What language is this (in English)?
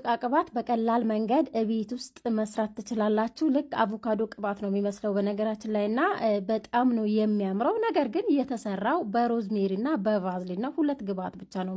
Amharic